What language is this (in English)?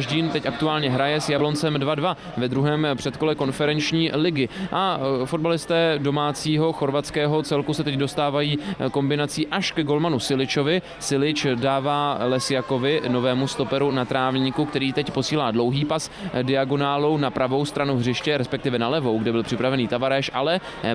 Czech